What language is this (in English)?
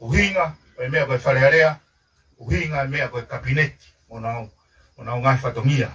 Tongan